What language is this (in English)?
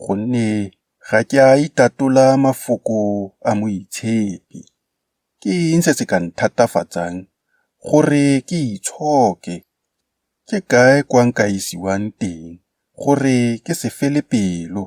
Tswana